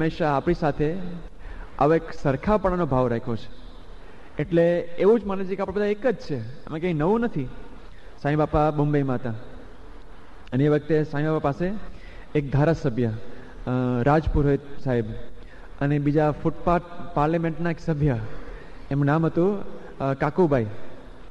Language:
Gujarati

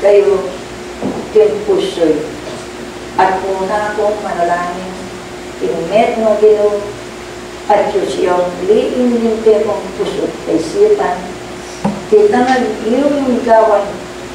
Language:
Pampanga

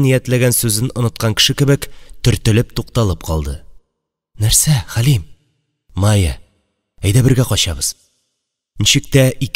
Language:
Tatar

